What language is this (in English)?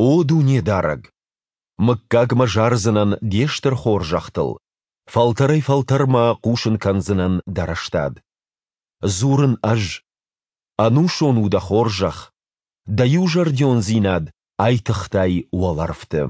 Ossetic